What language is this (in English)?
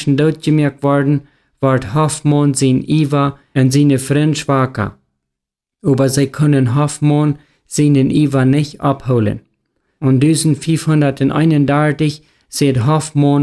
Plautdietsch